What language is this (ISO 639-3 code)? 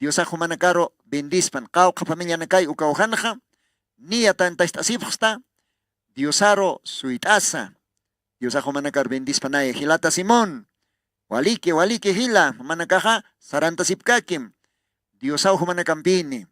aym